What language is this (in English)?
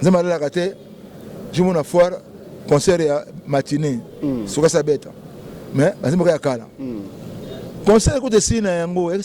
Lingala